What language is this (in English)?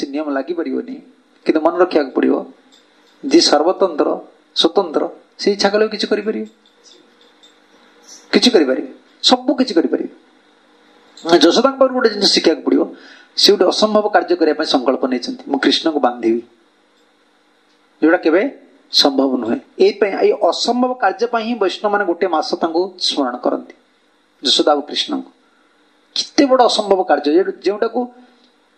Odia